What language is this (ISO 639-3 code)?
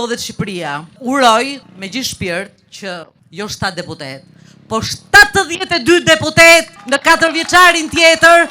sqi